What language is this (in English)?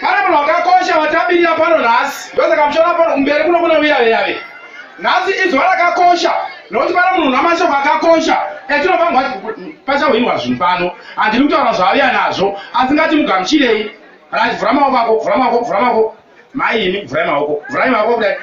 Shona